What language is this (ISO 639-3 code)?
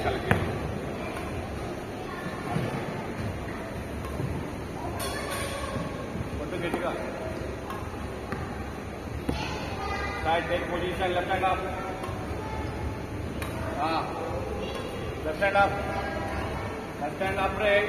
tel